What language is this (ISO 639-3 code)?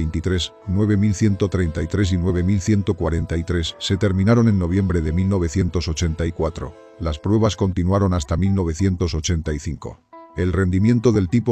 spa